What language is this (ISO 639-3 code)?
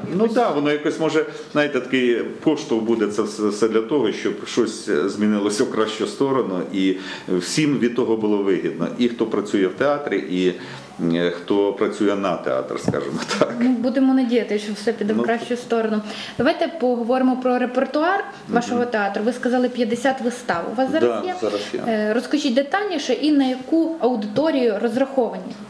ukr